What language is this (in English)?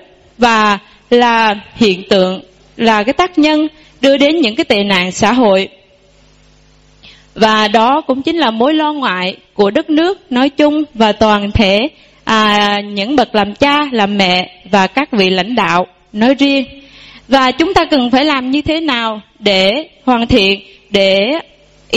Vietnamese